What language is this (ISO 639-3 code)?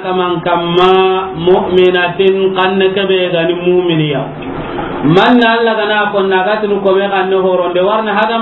snk